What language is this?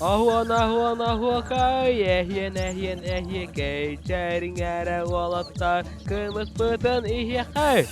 Yakut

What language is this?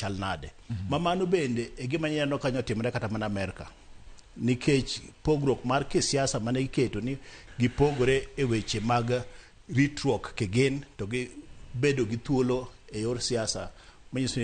Luo (Kenya and Tanzania)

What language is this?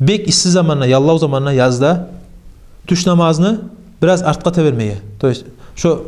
Kumyk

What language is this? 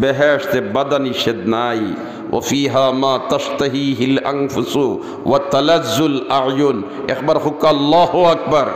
Sylheti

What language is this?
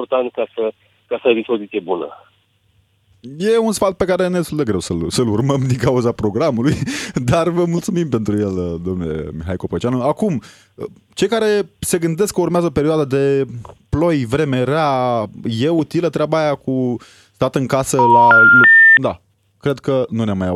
Romanian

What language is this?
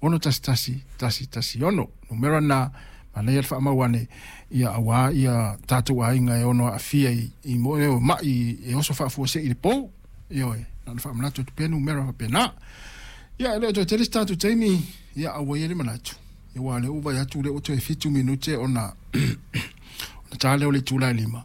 Samoan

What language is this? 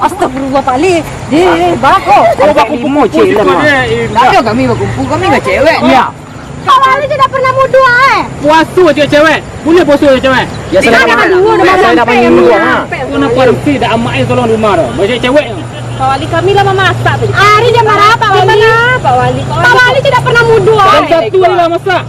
Minangkabau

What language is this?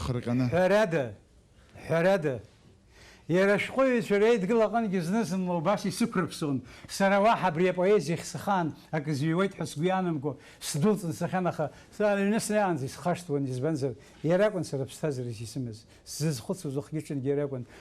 Abkhazian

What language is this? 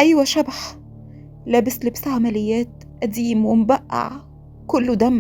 Egyptian Arabic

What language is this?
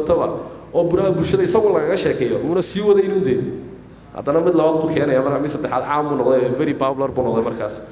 Somali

